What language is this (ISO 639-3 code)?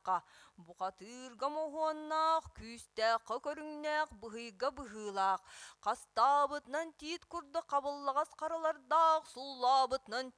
sah